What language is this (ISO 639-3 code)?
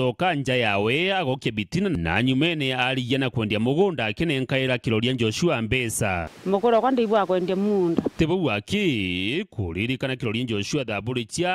mer